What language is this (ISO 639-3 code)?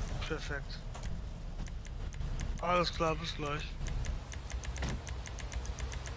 deu